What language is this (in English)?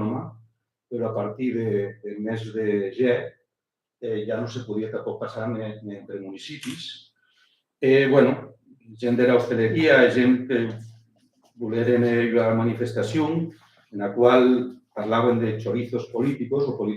Occitan